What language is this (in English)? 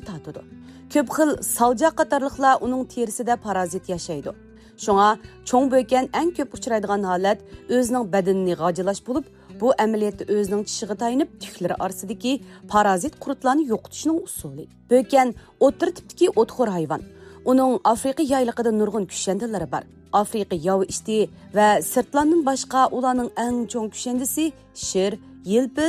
Uyghur